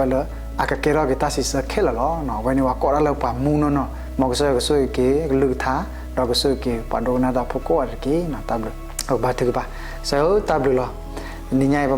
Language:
S'gaw Karen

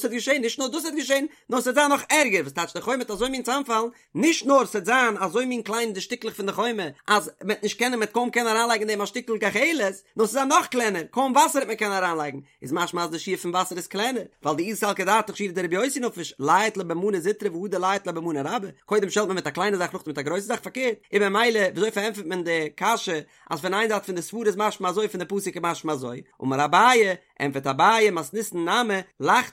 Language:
Yiddish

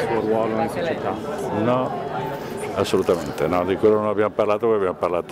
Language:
Italian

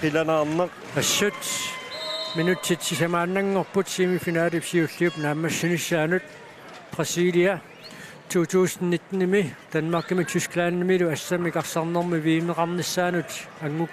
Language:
Kalaallisut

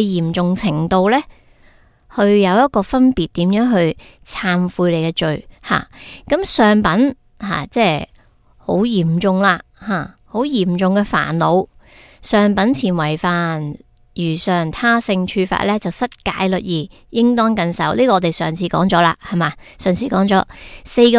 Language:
Cantonese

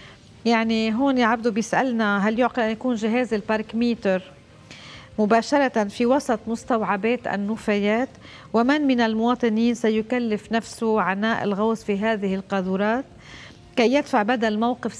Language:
North Levantine Arabic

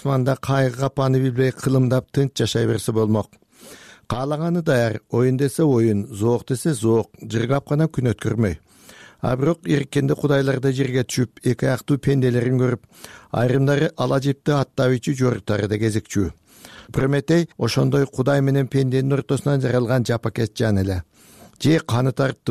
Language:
Kyrgyz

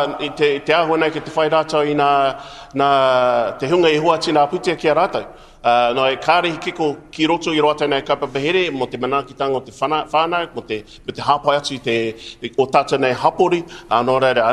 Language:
Māori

